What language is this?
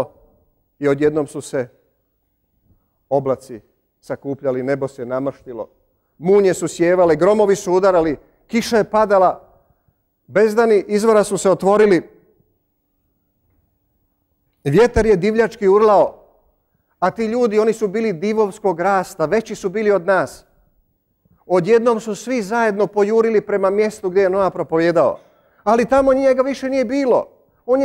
Croatian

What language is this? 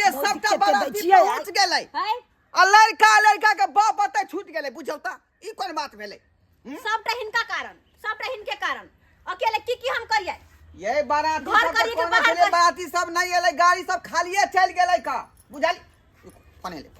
Maithili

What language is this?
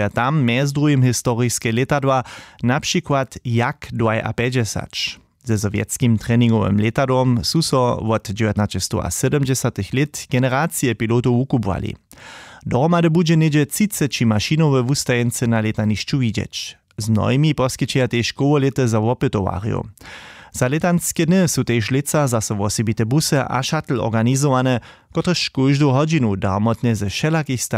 Upper Sorbian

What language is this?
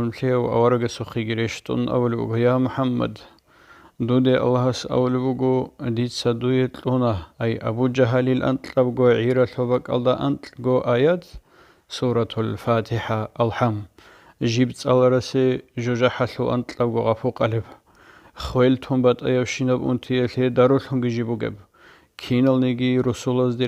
Avaric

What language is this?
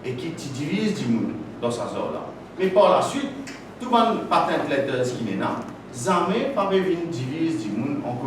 Morisyen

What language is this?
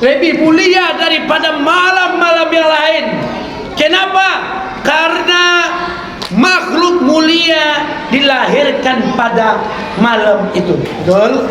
Minangkabau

